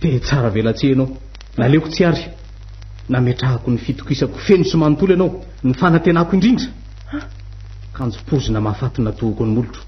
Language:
Malagasy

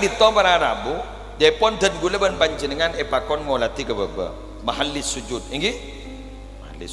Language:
Madurese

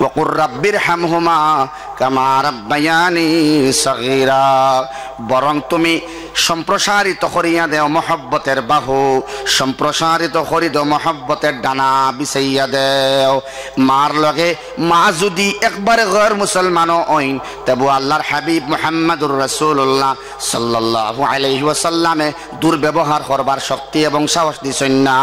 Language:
Sylheti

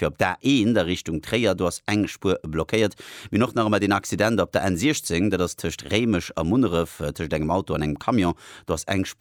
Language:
Luxembourgish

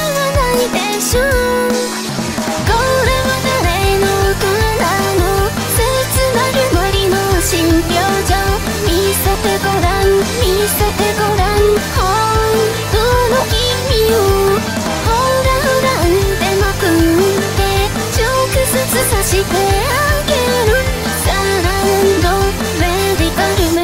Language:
Japanese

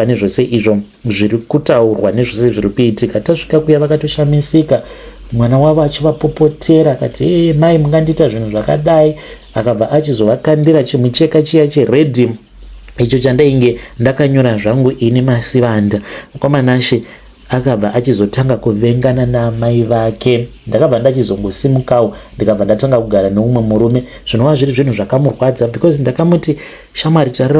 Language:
Shona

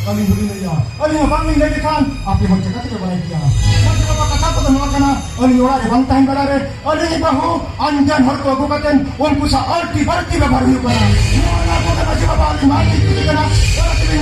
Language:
Santali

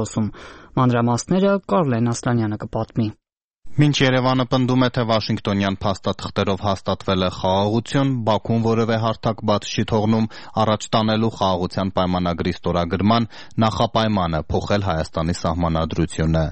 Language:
Armenian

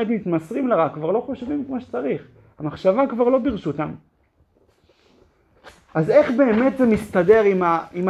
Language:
Hebrew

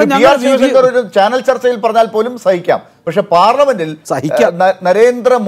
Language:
Malayalam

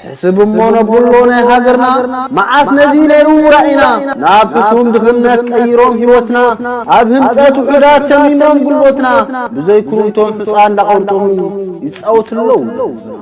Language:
Tigrinya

